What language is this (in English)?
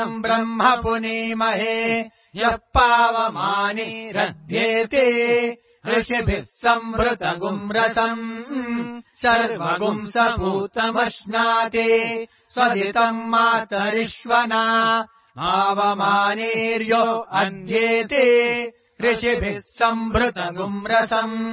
Sanskrit